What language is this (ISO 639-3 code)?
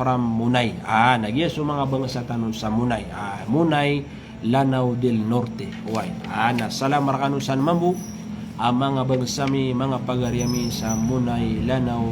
mrw